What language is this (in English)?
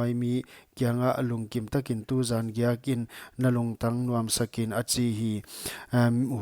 Paite Chin